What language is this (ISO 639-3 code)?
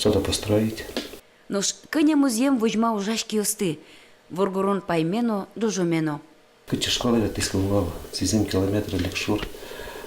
udm